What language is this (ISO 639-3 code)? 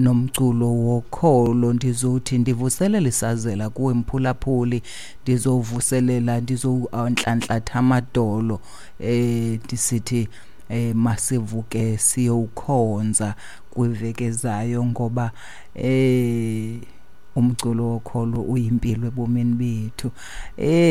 xho